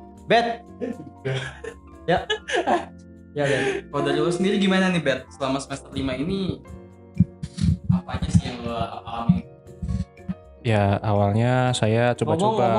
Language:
Indonesian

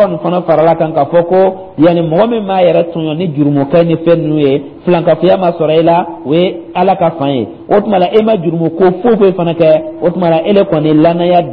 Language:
Dyula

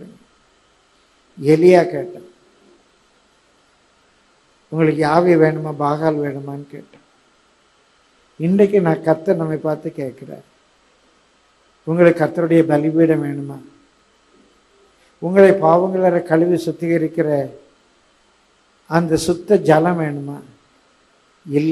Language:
Tamil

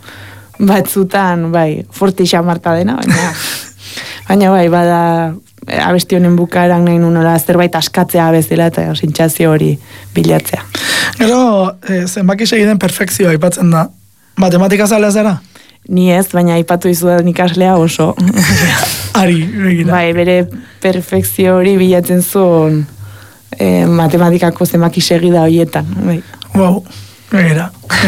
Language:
Basque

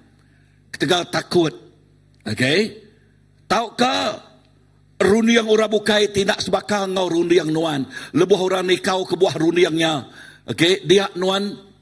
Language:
Iban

